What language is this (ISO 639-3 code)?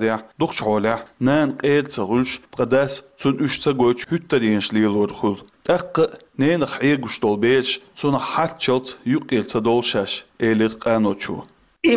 che